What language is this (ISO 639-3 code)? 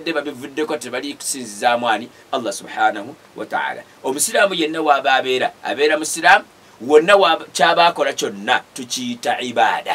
lug